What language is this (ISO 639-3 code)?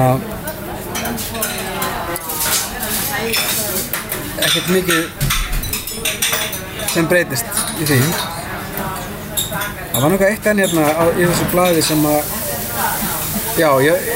isl